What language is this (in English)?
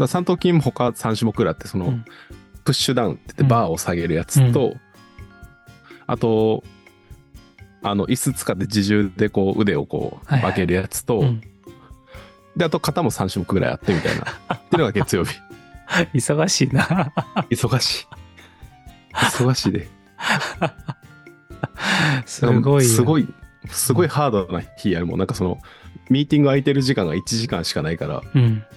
Japanese